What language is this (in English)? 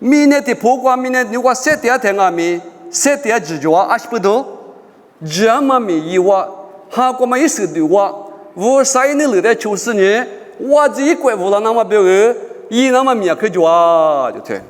Lisu